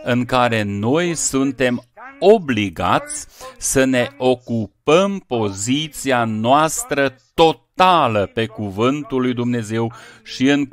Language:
Romanian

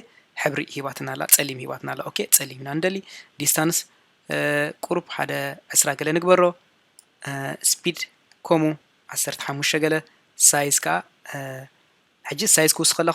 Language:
Tigrinya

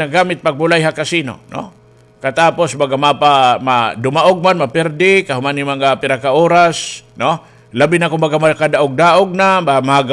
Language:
Waray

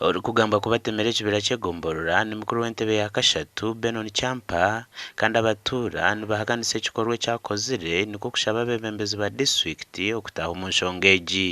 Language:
Nyankole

